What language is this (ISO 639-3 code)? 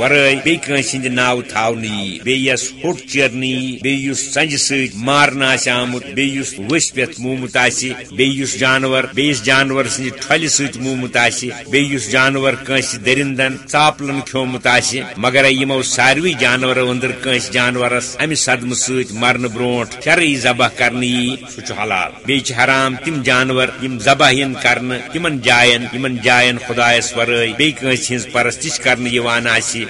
kas